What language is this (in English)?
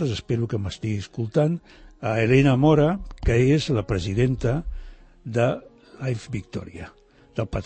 Catalan